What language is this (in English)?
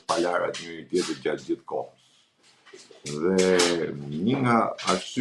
Albanian